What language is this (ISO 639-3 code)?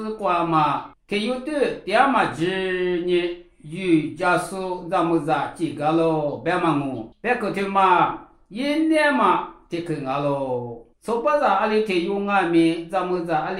lis